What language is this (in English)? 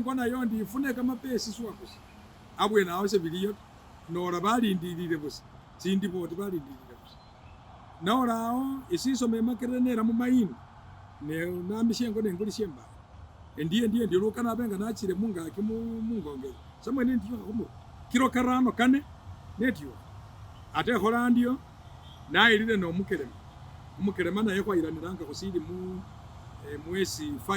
Masaaba